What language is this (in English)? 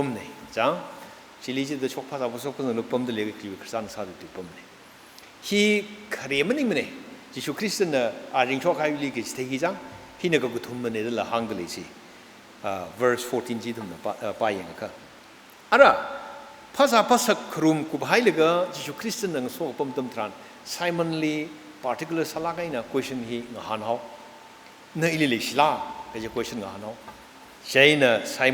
Tangkhul Naga (India)